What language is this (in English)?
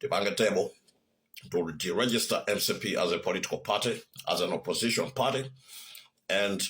Nyanja